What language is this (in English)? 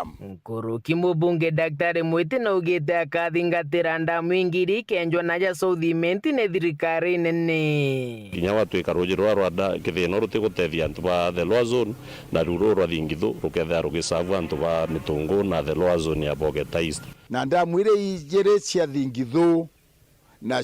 Meru